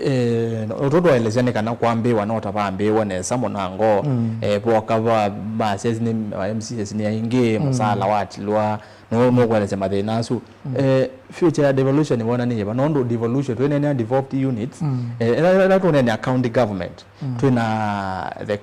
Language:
Kamba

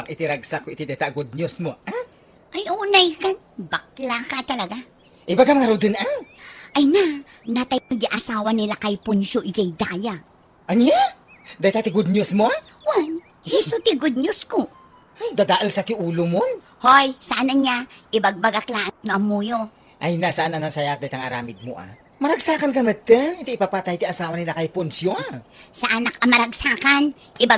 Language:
Iloko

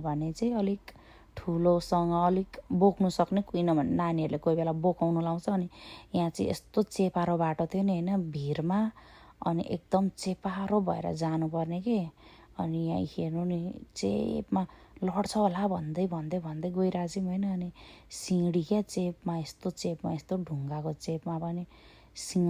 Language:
Nepali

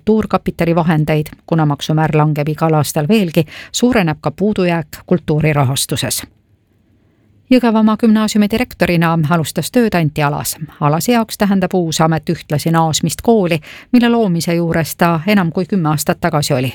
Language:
Estonian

